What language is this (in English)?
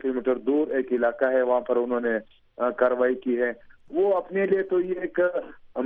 Urdu